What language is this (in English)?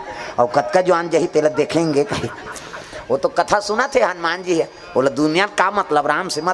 Chhattisgarhi